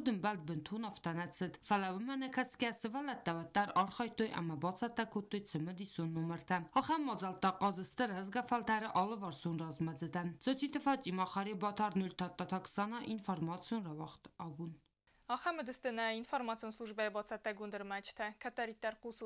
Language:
Ossetic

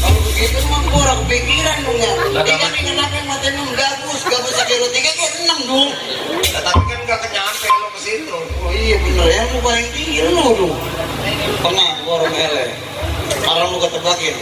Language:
Betawi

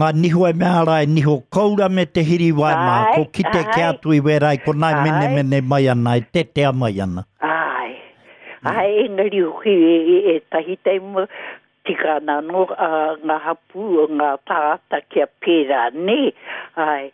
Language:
Māori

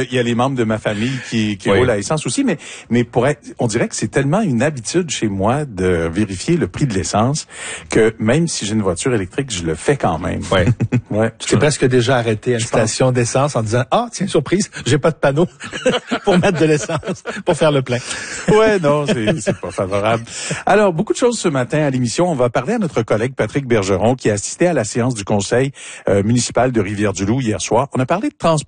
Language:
French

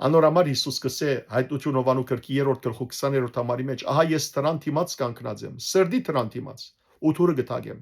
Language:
Western Armenian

